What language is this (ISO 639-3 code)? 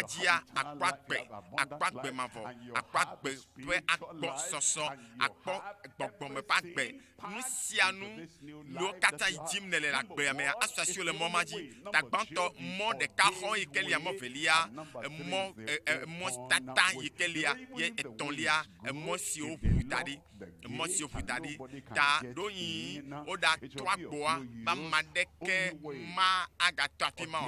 ewe